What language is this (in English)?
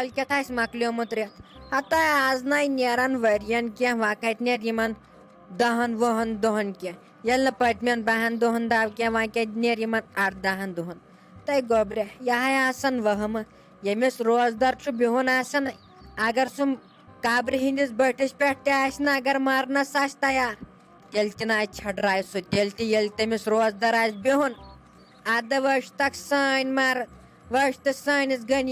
Kashmiri